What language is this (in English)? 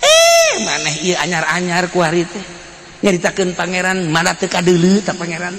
Sundanese